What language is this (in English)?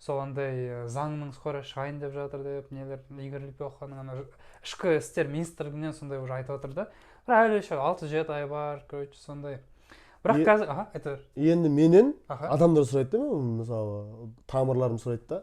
Kazakh